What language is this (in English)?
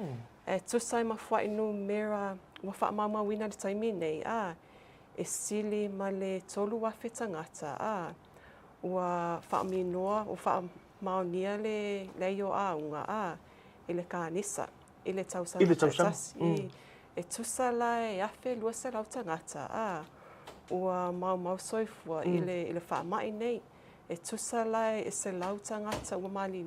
Samoan